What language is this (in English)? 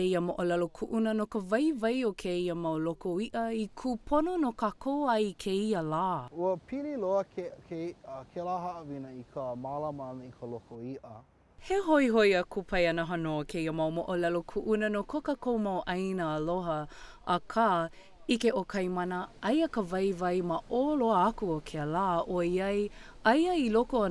Hawaiian